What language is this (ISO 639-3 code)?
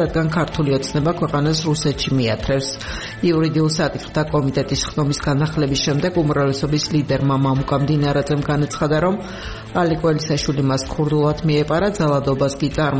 kat